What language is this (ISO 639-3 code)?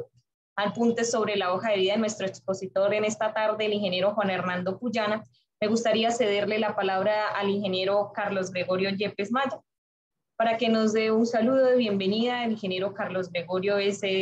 spa